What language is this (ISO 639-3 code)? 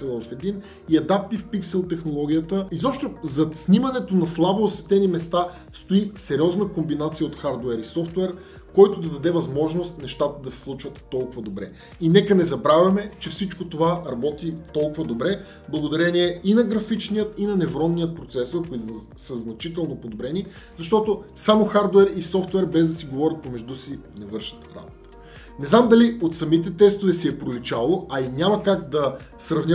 bul